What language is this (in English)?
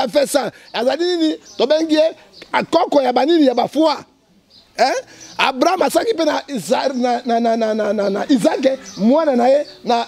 Lingala